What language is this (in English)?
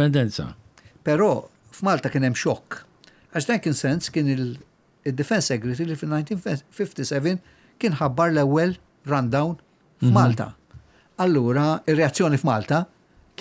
Maltese